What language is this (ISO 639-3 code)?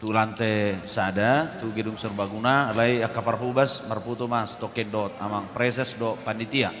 bbc